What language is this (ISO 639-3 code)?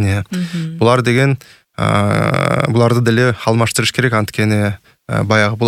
kir